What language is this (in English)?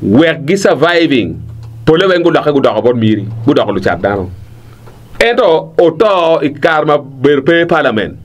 Acoli